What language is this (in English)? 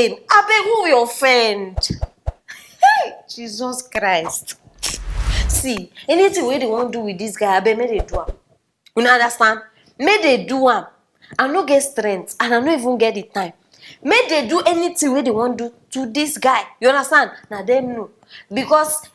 Nigerian Pidgin